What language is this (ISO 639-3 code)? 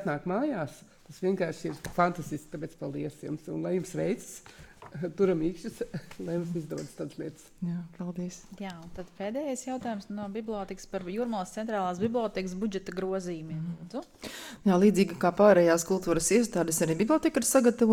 lav